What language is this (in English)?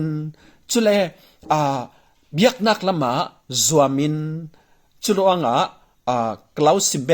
Falam Chin